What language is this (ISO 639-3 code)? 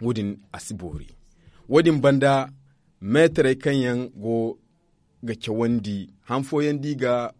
dje